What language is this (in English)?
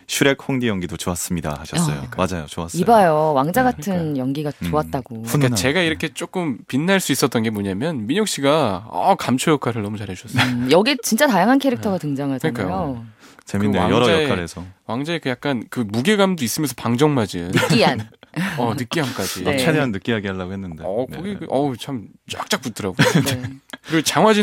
Korean